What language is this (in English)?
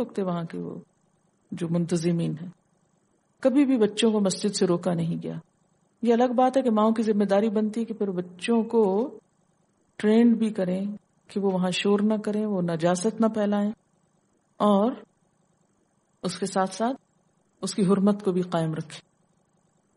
Urdu